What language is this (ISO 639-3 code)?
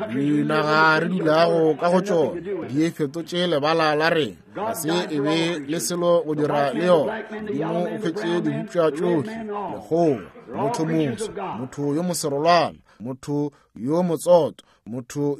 nso